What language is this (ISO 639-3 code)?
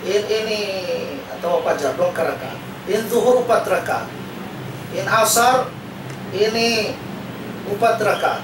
tsg